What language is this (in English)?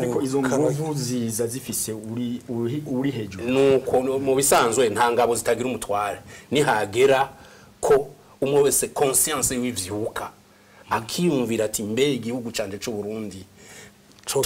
Rundi